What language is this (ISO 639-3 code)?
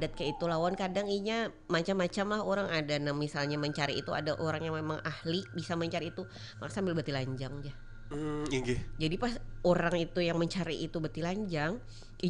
bjn